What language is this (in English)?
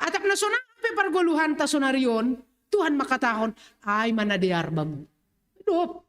Batak Simalungun